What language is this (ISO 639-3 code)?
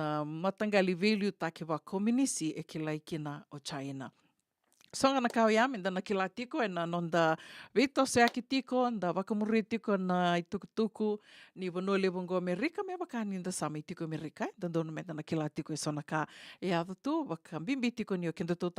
fij